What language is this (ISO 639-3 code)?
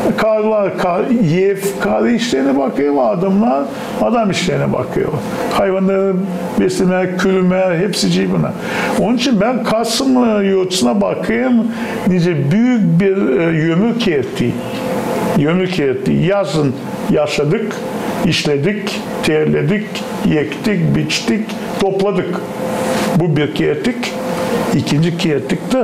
gag